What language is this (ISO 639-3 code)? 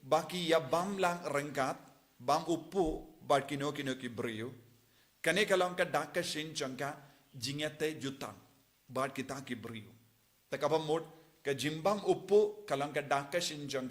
kha